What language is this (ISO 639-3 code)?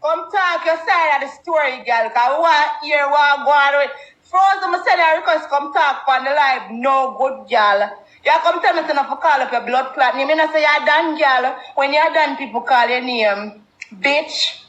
jam